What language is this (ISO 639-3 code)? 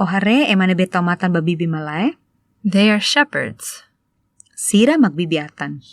tet